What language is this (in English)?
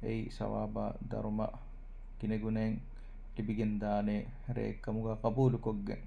Divehi